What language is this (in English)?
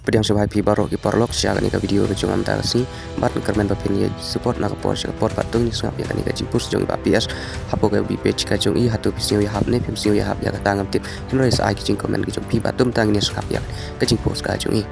Khasi